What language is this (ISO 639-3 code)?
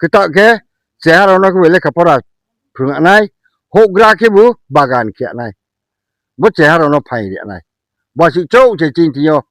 ria